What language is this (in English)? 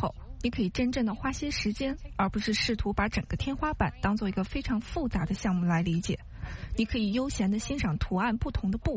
Chinese